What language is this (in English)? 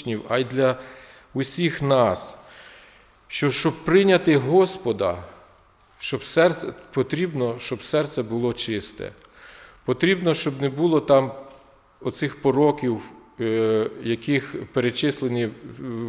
Ukrainian